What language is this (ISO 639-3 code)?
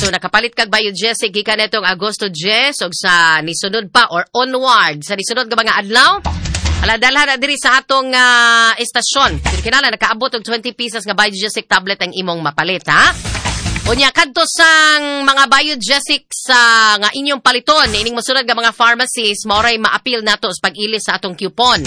ceb